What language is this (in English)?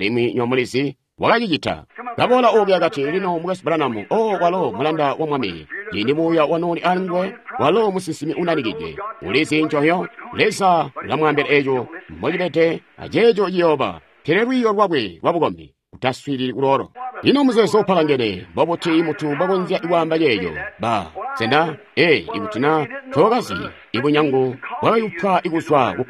Tonga (Zambia)